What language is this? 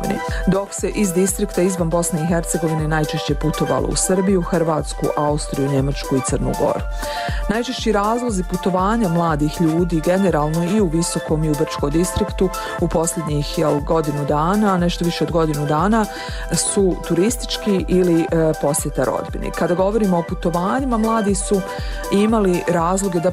Bosnian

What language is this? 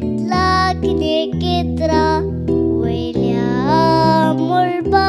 Konkani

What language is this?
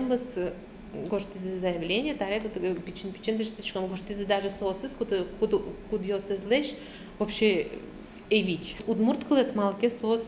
Udmurt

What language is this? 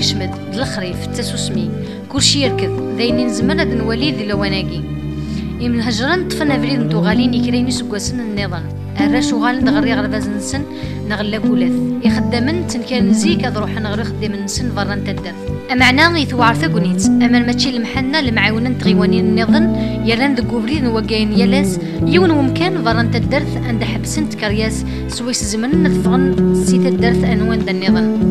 Kabyle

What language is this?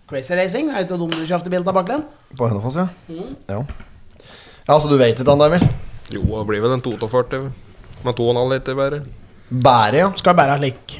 Norwegian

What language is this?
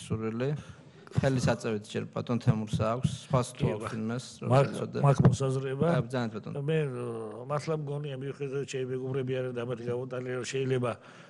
Georgian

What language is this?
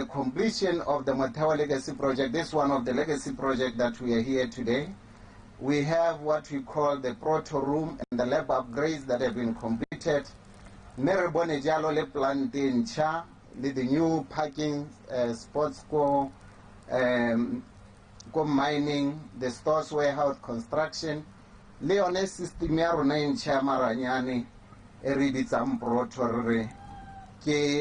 Tswana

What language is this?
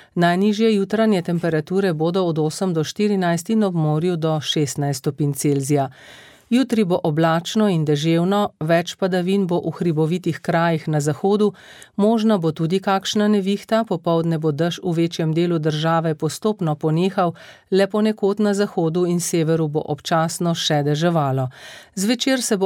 Slovenian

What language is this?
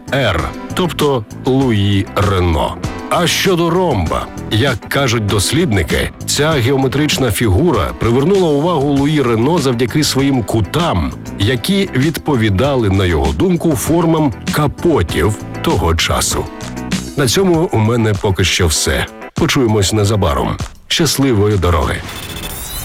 Ukrainian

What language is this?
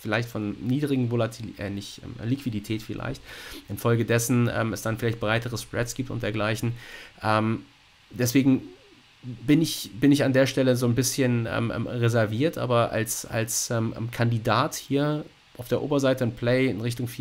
German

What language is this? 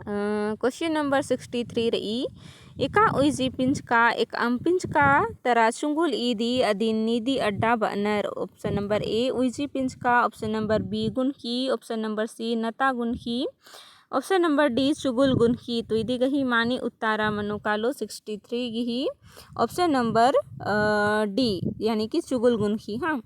Kurukh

